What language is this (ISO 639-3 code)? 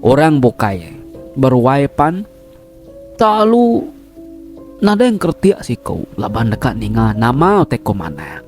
iba